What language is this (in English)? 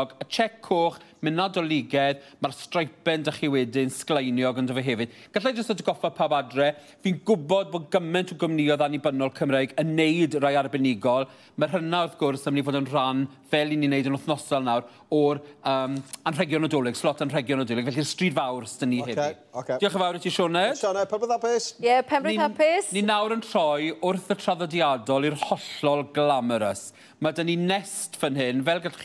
Welsh